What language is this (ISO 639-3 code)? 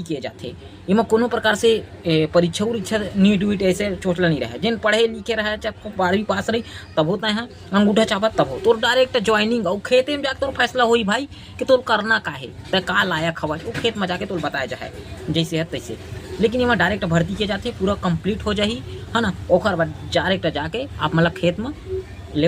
hne